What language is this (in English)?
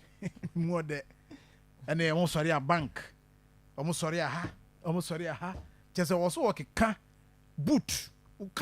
Akan